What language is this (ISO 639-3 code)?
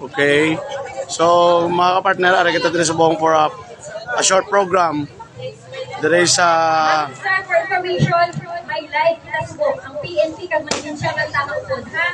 hil